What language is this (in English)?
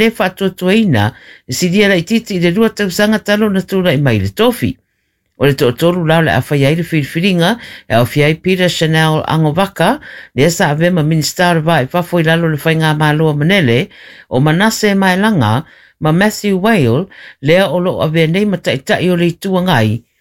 Samoan